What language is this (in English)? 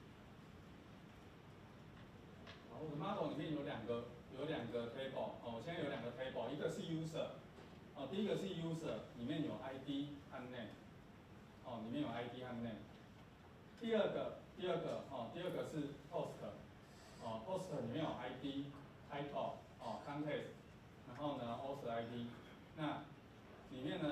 Chinese